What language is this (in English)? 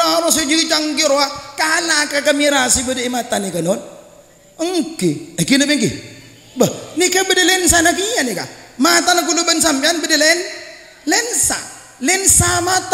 Madurese